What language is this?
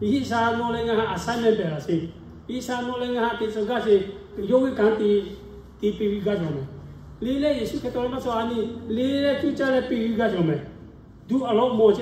Lahu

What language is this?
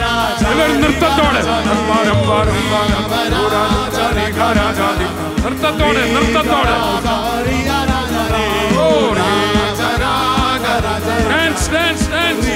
Malayalam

